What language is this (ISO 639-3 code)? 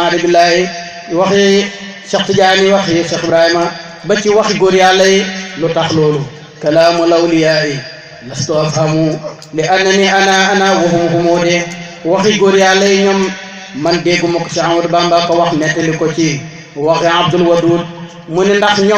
wol